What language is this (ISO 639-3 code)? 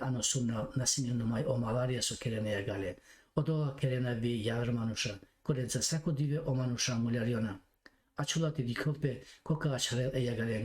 rmn